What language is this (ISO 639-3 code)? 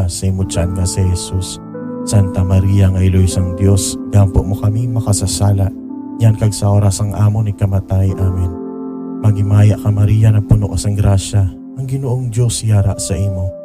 hil